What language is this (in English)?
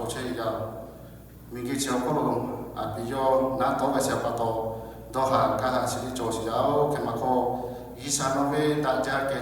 Lahu